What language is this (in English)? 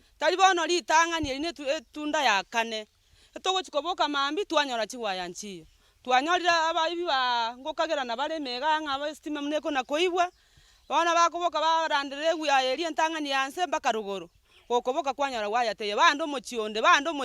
Gusii